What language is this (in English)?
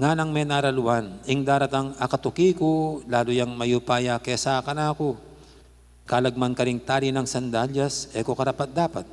Pampanga